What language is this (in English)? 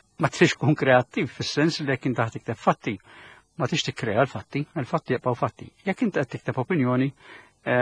Maltese